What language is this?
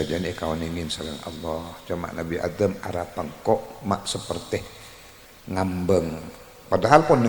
Madurese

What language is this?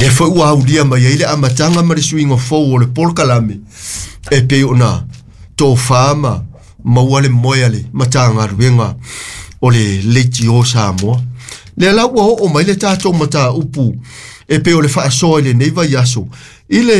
Samoan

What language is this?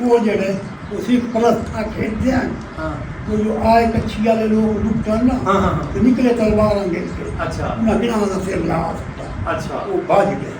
Saraiki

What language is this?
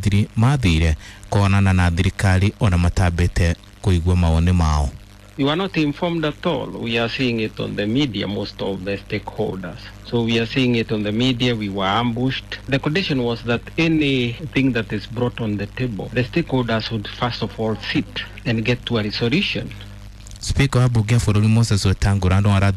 Kikuyu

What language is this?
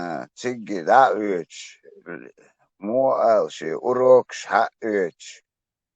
Chechen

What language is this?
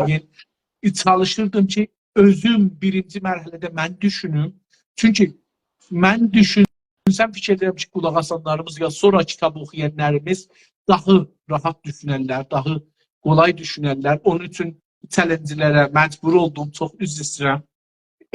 South Azerbaijani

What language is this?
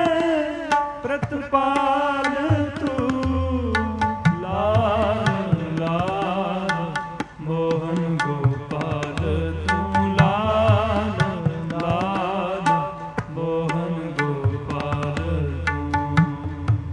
Punjabi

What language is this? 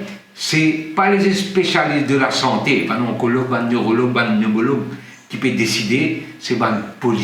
Morisyen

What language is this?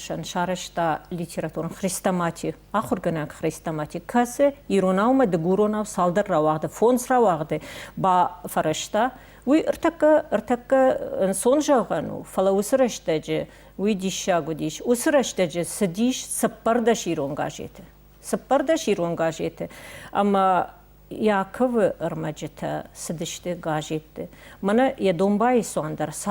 Ossetic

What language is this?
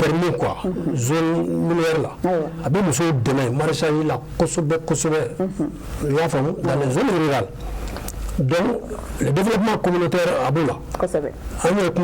Bambara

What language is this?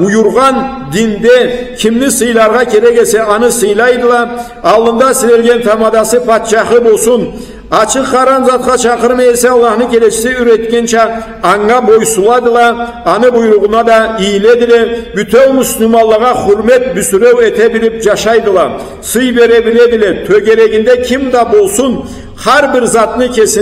Karachay-Balkar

